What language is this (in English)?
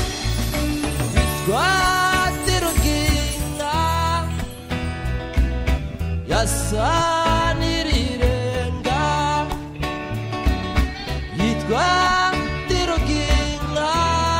Kinyarwanda